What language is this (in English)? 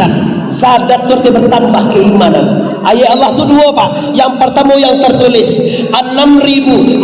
Minangkabau